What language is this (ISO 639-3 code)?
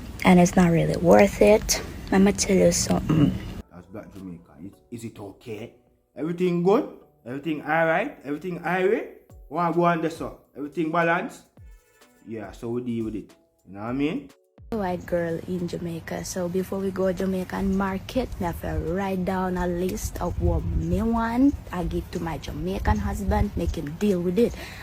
jam